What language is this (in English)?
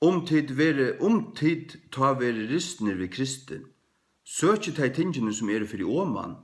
Faroese